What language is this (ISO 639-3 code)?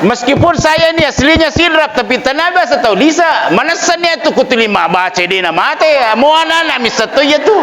bug